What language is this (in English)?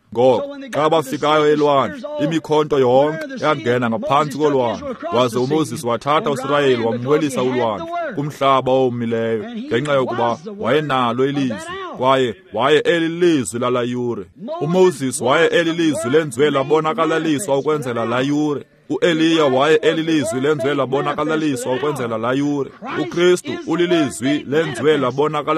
Xhosa